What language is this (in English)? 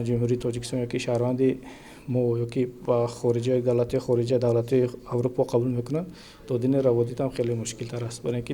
Tajik